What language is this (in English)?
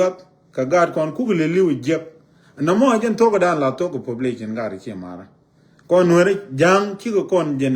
Nuer